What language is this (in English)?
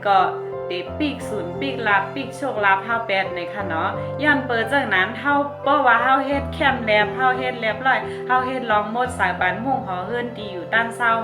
Shan